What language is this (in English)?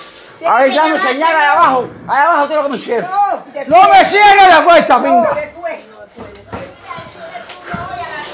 Spanish